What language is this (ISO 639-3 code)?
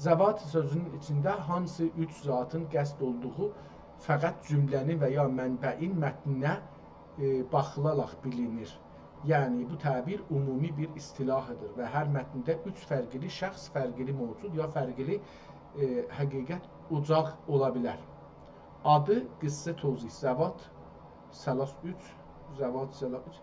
azb